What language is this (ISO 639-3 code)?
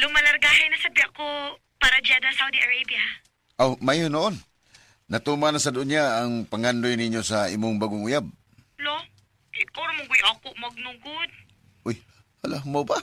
ceb